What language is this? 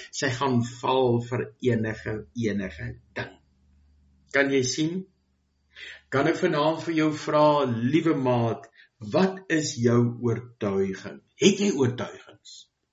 Afrikaans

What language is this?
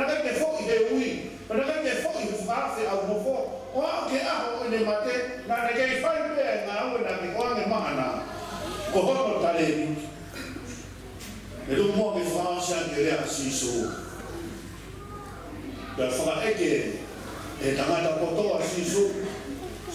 Tongan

